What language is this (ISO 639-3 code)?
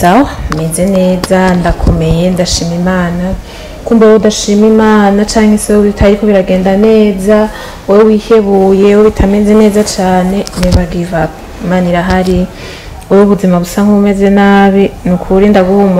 run